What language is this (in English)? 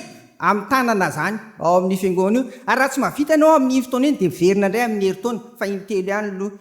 Malagasy